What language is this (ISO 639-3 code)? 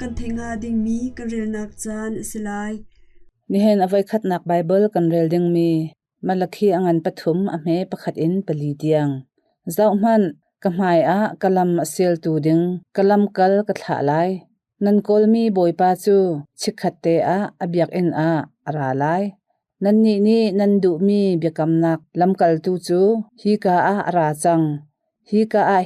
cnh